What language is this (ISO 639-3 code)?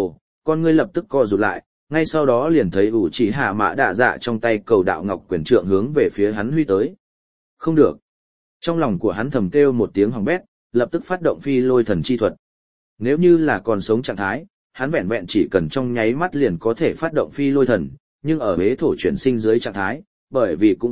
vie